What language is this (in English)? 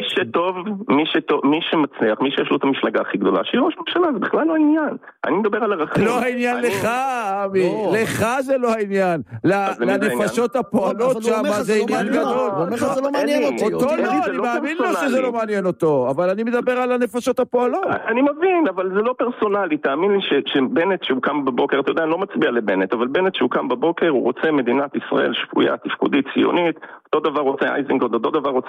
Hebrew